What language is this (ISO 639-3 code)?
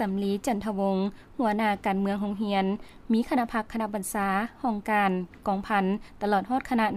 lao